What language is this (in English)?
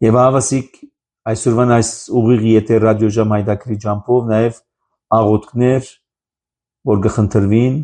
Armenian